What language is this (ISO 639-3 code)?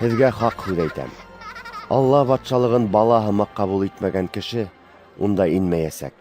bak